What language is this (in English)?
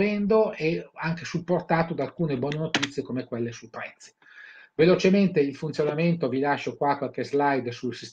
Italian